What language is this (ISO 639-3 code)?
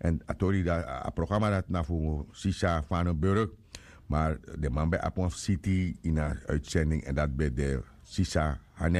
srn